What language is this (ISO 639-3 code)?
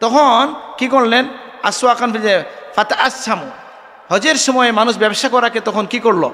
syl